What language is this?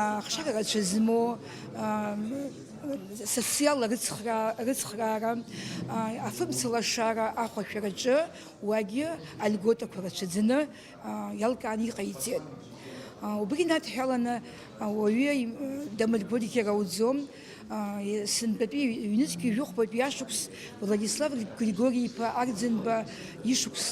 Abkhazian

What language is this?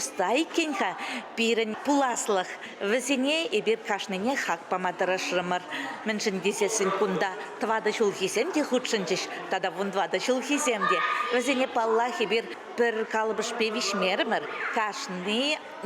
Chuvash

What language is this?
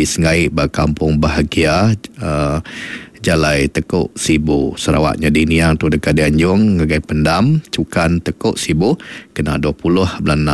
Iban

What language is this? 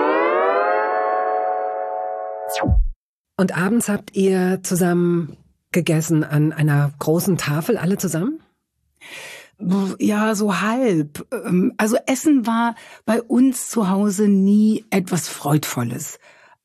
German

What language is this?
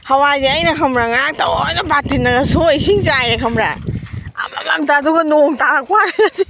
Manipuri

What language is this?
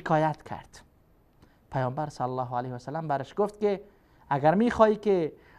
Persian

